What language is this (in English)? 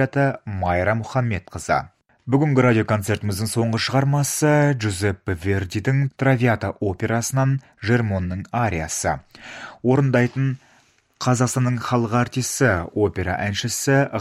Kazakh